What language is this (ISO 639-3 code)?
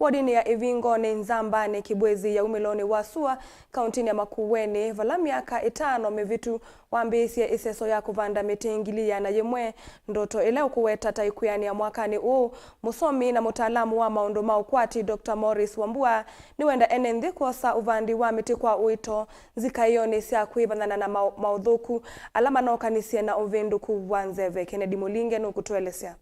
kam